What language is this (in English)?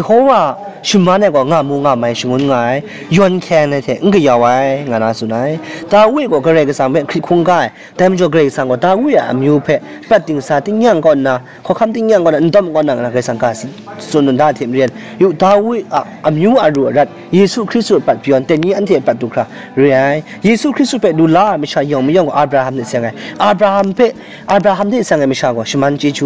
Kachin